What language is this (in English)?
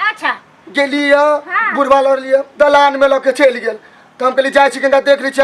Maithili